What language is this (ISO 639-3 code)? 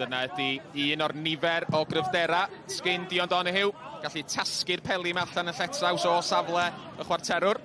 cym